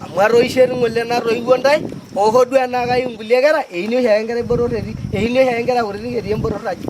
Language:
Masai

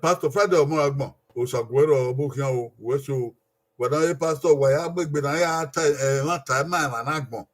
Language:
Bini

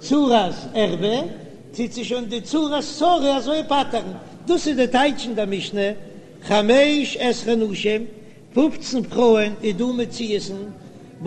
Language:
Yiddish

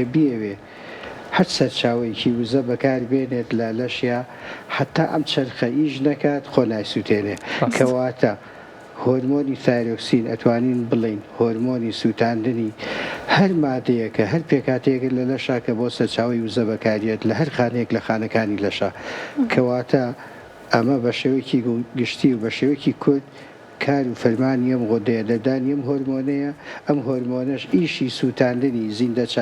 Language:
Central Kurdish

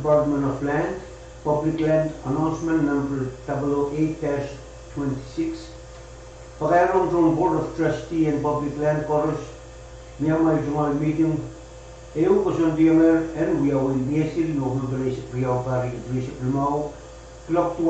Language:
Pohnpeian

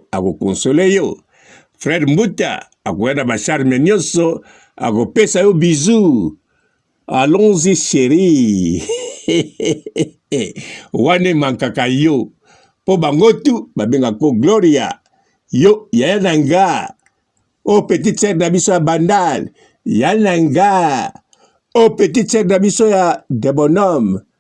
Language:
Lingala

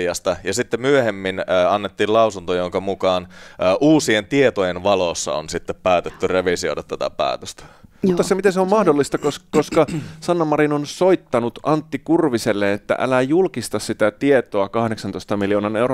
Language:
Finnish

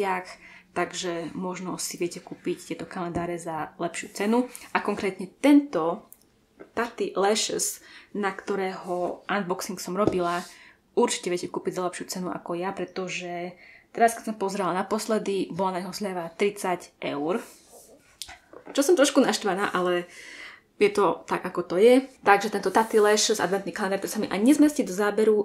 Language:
Slovak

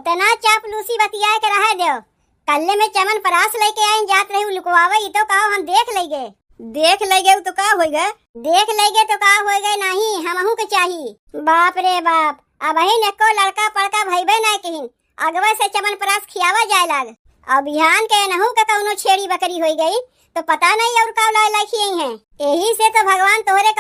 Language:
Awadhi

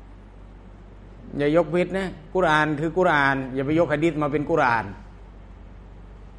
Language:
Thai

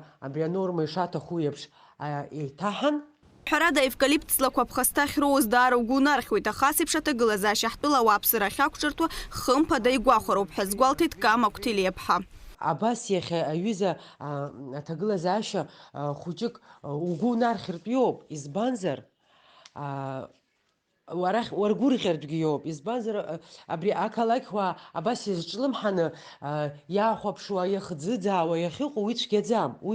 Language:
Abkhazian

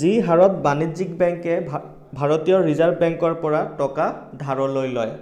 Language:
Assamese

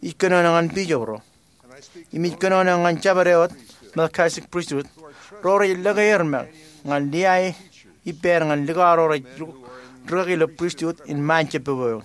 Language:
Marshallese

